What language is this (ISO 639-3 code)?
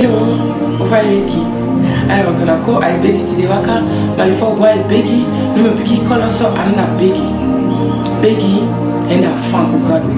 srm